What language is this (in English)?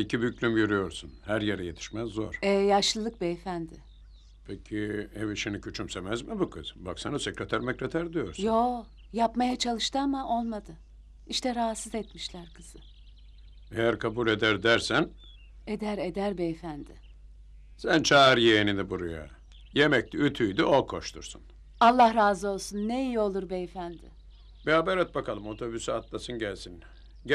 Turkish